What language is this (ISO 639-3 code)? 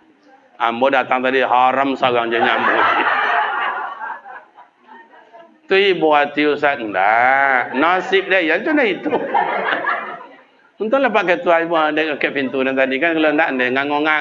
msa